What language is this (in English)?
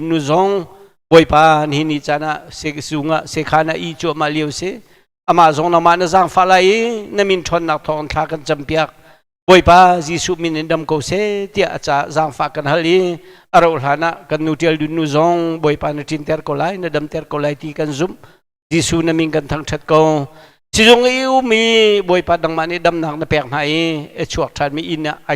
Hakha Chin